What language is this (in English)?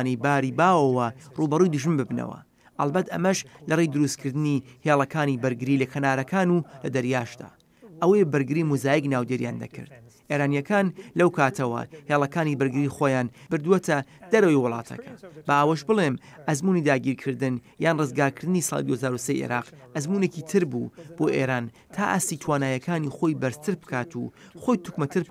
Central Kurdish